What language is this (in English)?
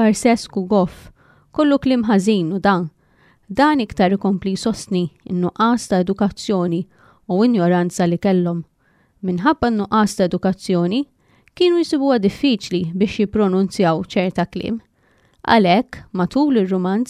Maltese